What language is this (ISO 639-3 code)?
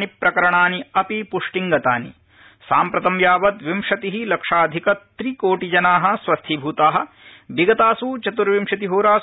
san